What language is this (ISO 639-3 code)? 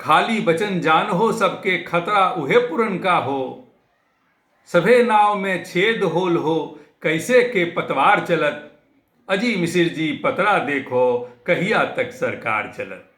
mag